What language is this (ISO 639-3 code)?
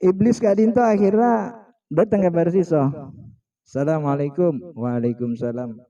mad